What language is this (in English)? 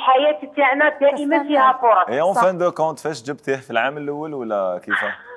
Algerian Arabic